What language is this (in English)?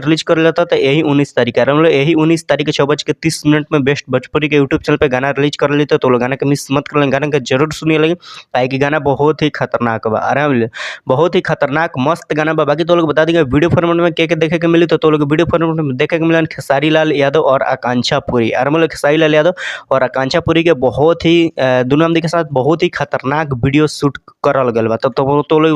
Bhojpuri